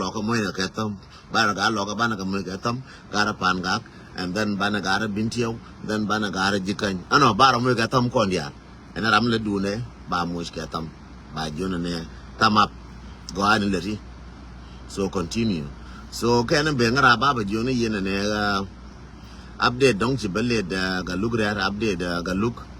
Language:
Nuer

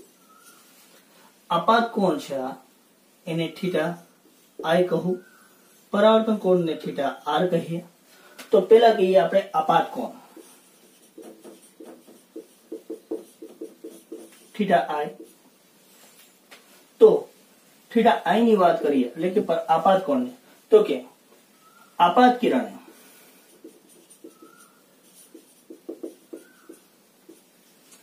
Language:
Gujarati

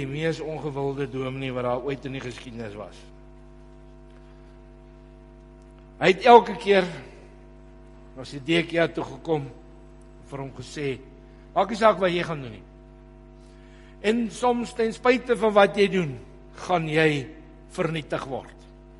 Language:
Afrikaans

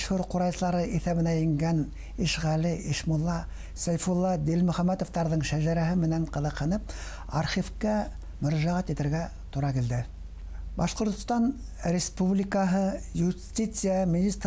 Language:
Bashkir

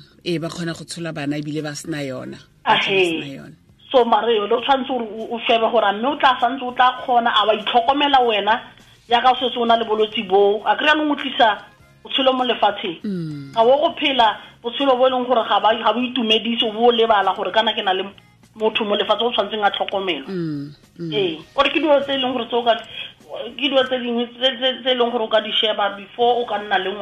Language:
Tswana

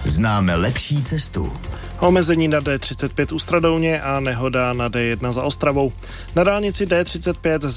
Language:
Czech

